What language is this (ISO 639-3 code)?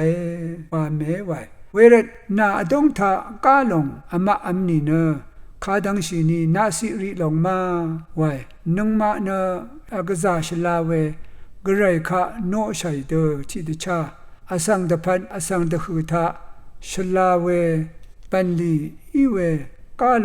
raw